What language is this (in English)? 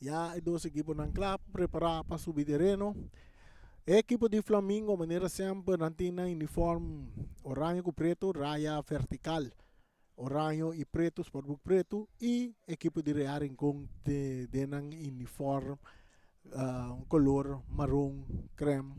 Papiamento